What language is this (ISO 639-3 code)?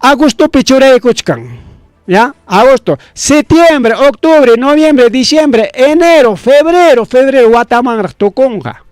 quy